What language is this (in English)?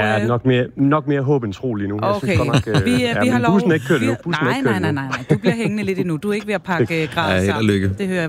Danish